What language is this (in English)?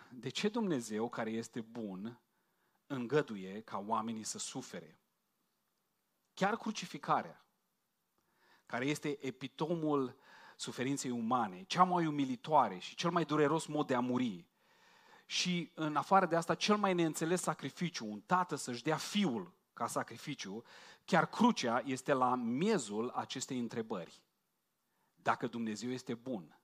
Romanian